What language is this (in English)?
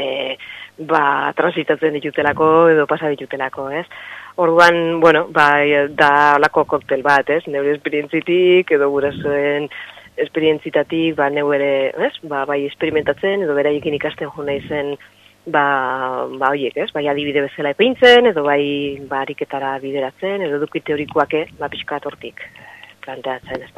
Basque